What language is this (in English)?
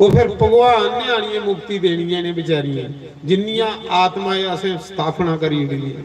Dogri